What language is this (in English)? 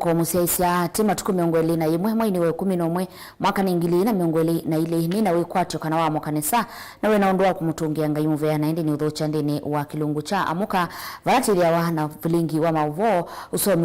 Kamba